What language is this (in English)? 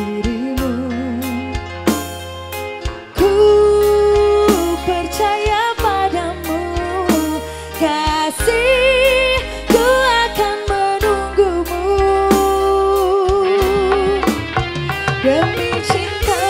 Indonesian